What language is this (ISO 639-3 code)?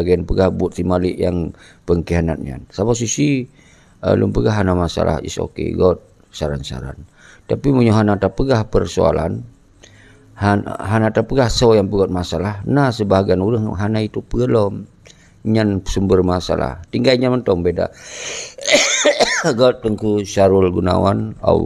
ace